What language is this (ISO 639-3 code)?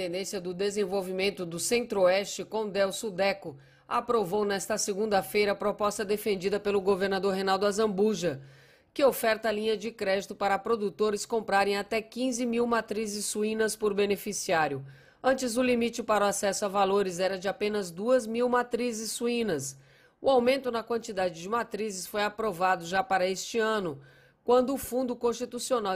por